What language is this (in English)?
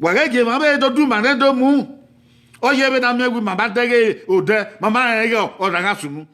Bini